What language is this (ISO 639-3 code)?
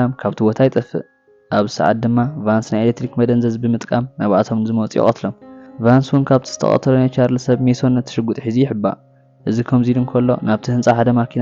tir